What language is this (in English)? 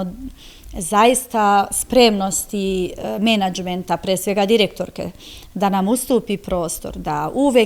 Serbian